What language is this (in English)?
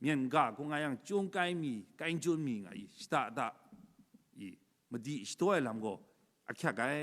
Kachin